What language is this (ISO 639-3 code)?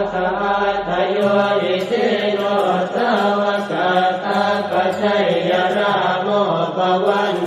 pli